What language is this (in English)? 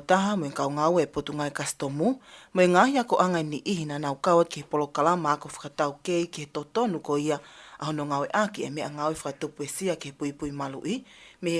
Tongan